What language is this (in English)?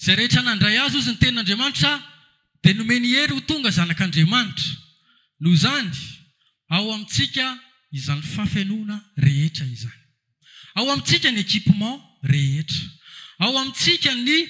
Malagasy